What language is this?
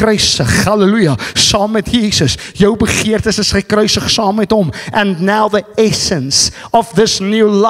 Afrikaans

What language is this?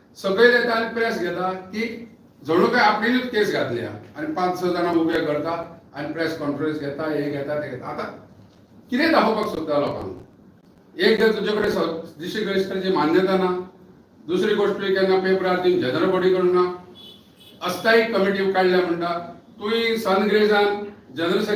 Konkani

